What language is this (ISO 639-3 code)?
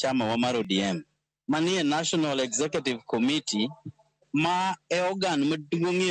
luo